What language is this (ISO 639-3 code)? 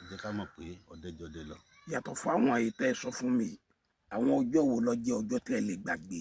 yor